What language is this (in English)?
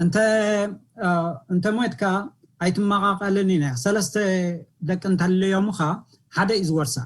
Tigrinya